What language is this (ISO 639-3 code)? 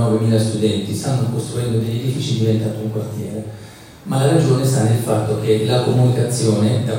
ita